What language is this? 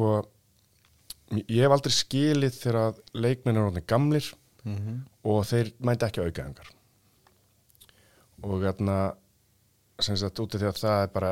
Icelandic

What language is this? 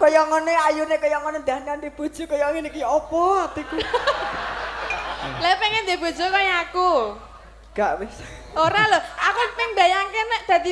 Javanese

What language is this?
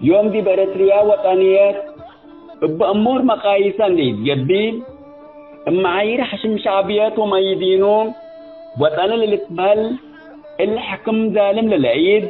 Tigre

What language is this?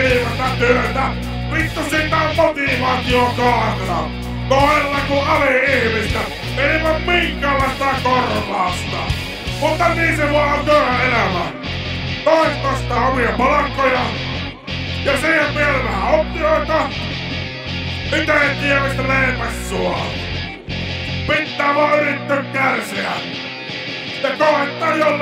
Finnish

